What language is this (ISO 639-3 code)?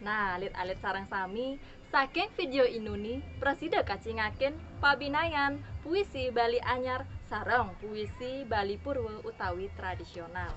ban